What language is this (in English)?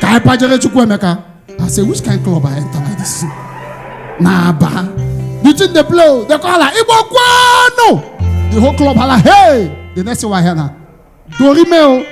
Nigerian Pidgin